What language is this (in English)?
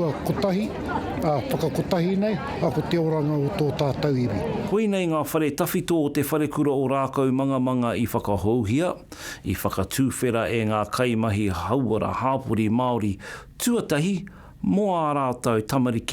Māori